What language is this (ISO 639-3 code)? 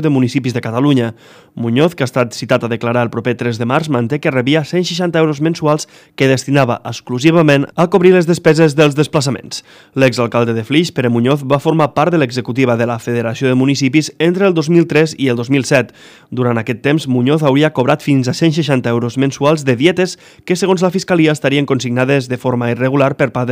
cat